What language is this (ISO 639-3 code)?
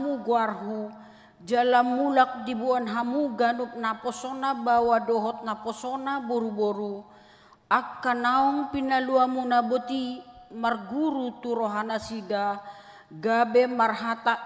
bbc